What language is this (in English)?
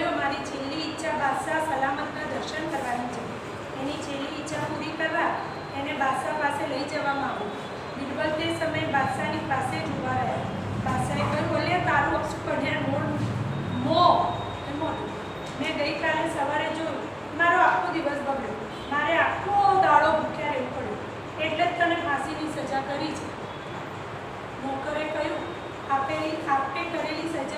Gujarati